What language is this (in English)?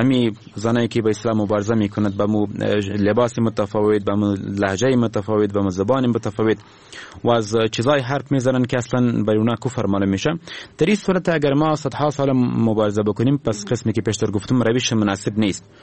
Persian